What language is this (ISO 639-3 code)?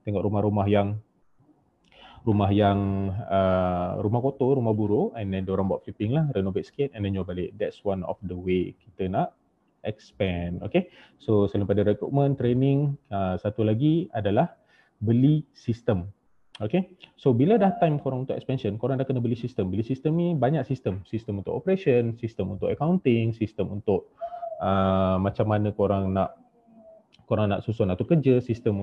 msa